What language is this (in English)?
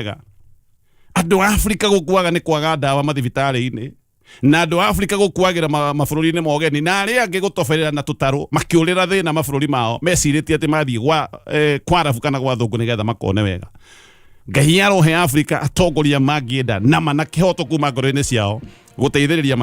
Kikuyu